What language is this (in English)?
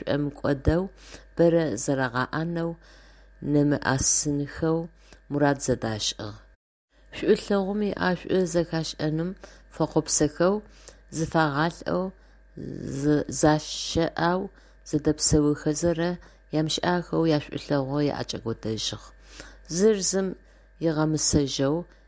Adyghe